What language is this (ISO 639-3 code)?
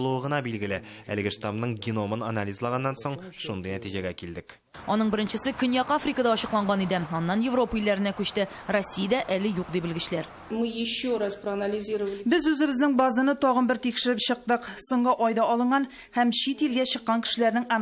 tat